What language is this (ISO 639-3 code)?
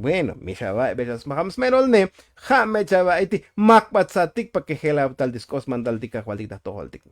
tzo